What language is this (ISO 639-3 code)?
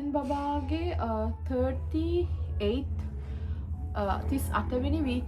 sin